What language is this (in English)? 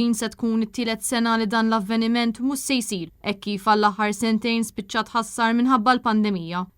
Maltese